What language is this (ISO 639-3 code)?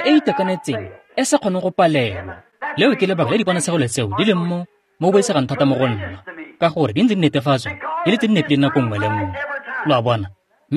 tsn